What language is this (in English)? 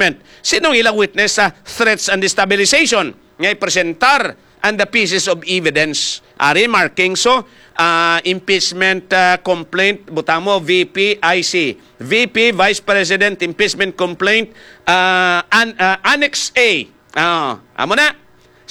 Hiligaynon